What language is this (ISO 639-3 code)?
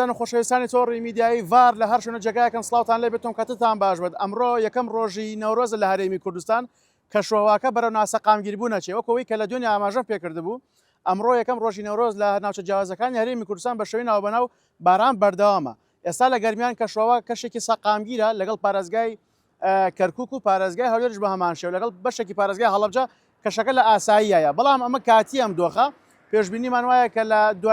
ckb